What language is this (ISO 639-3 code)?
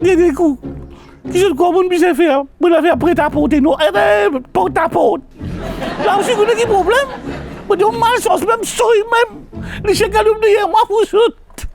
mfe